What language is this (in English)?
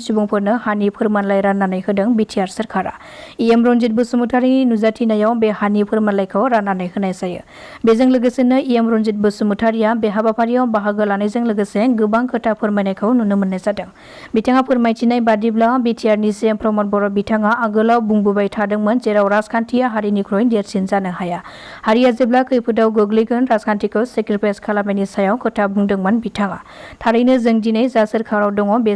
Bodo